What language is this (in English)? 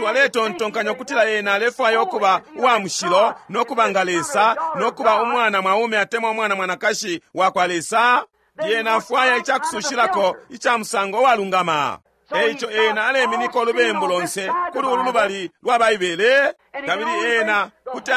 Bemba